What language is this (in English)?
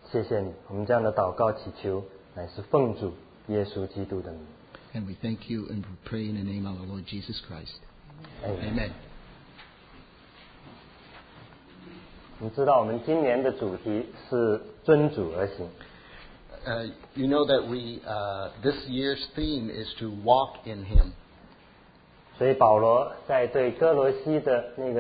Chinese